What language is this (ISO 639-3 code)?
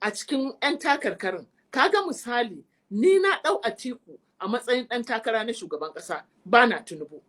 hau